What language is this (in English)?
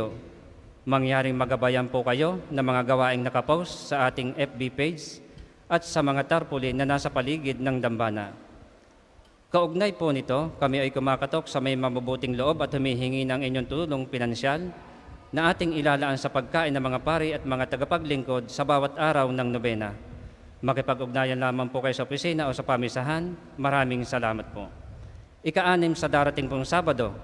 Filipino